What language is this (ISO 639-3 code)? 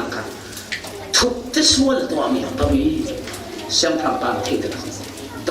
cfm